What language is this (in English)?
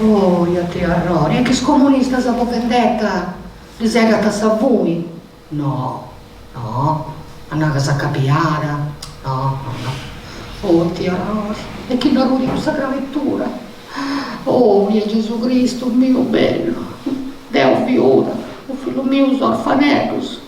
Sardinian